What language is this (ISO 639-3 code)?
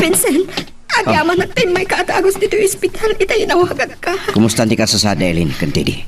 ilo